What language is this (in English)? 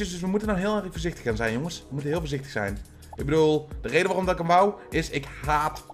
Dutch